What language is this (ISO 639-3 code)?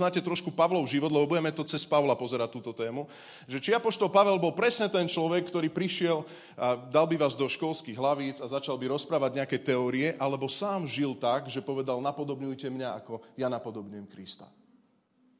slk